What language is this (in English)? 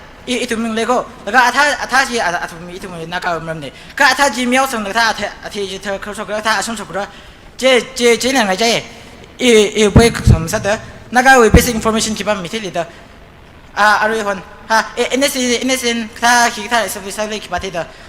Tangkhul Naga (India)